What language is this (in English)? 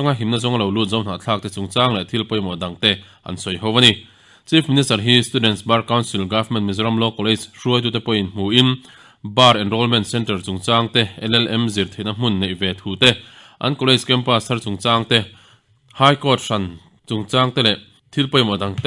Mizo